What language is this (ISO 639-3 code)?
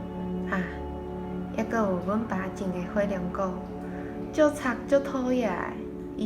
nan